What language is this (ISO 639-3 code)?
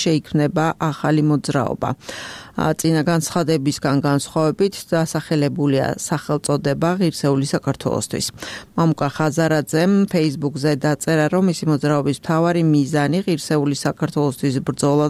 kat